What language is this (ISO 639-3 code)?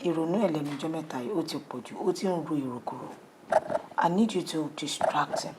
yor